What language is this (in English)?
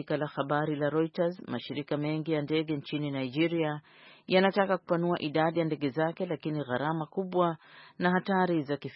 Swahili